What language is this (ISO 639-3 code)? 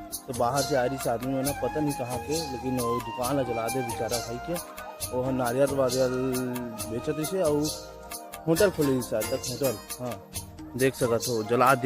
hne